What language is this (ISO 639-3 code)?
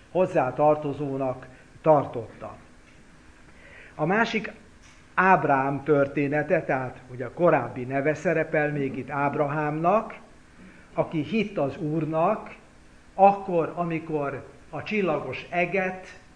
hun